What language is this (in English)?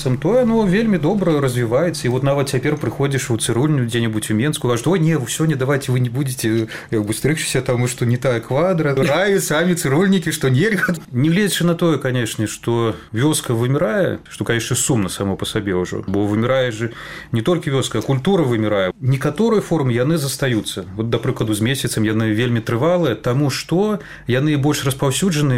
Belarusian